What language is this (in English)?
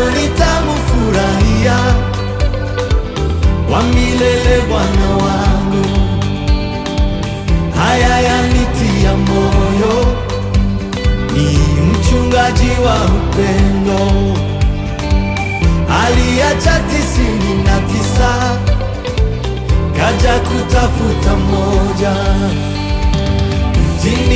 Swahili